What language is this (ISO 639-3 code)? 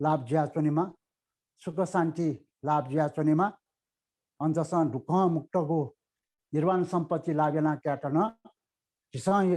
new